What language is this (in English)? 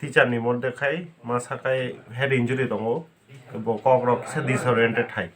Kok Borok